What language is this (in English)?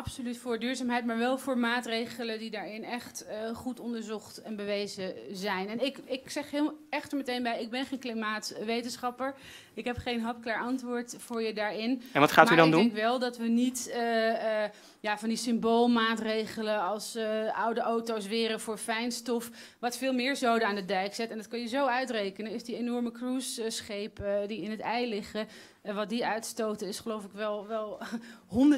Dutch